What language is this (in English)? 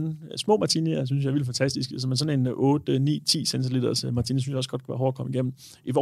Danish